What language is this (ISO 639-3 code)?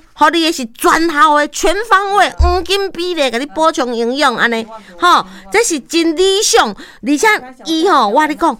nan